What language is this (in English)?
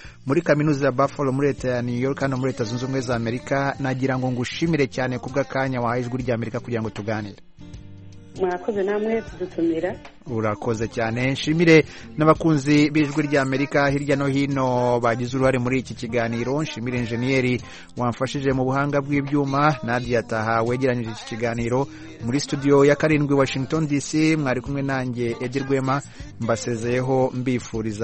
Kinyarwanda